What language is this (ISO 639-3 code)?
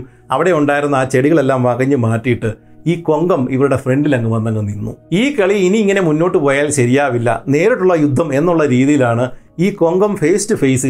mal